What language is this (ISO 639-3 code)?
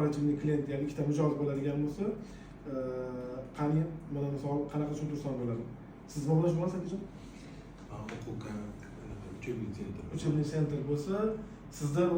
uzb